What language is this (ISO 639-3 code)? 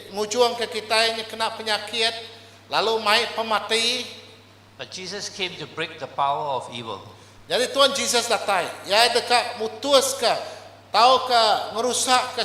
iba